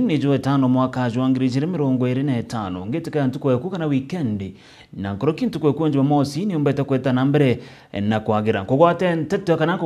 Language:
Meru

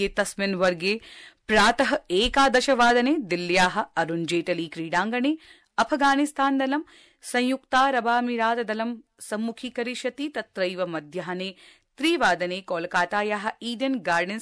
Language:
Sanskrit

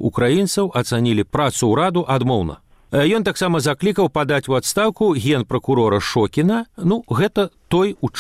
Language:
Belarusian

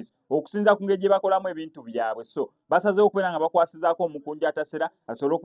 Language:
Ganda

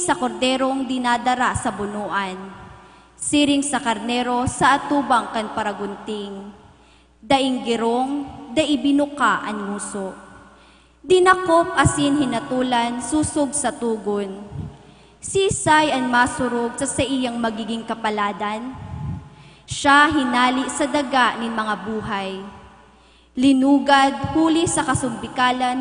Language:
Bikol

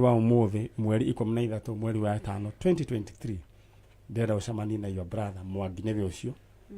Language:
Kikuyu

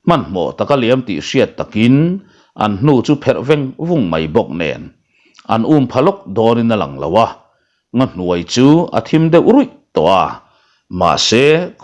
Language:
Mizo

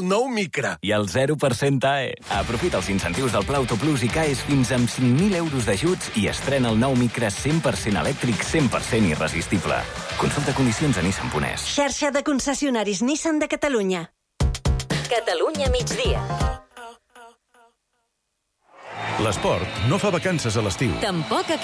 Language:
Catalan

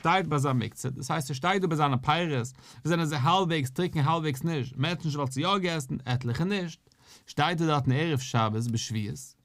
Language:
Yiddish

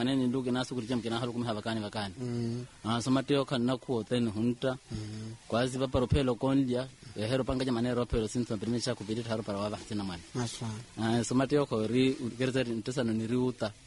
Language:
Swahili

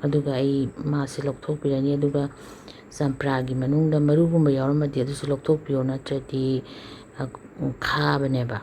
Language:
Manipuri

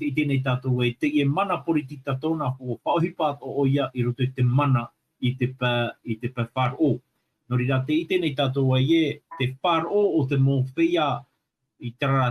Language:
Tahitian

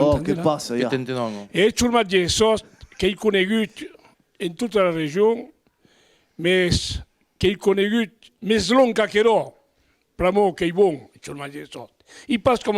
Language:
Occitan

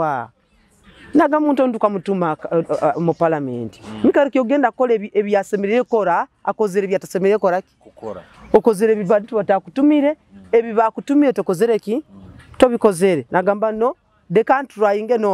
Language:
Nyoro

